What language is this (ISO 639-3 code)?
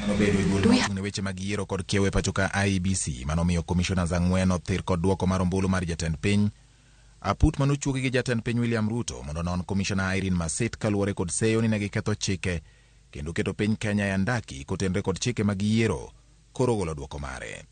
luo